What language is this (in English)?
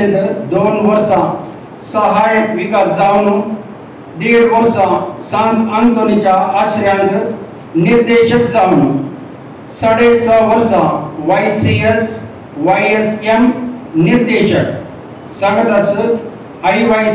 Konkani